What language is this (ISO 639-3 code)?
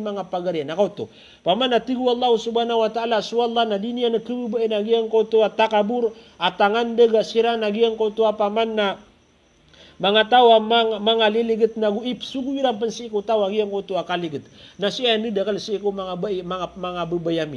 mrw